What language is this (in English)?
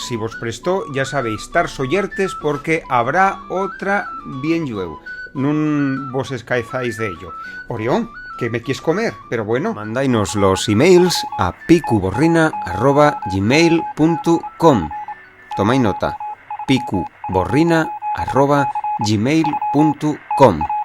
Asturian